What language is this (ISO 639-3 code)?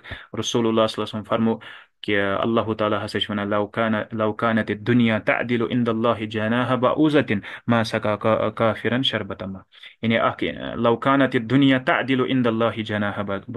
kas